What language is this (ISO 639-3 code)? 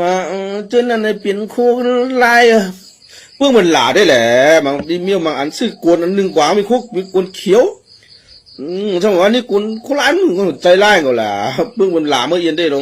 shn